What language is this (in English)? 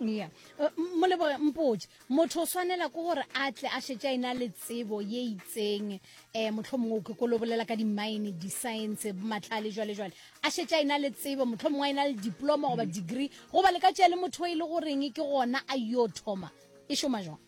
Northern Sotho